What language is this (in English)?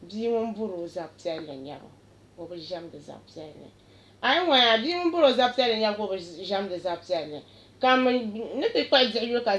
Dagbani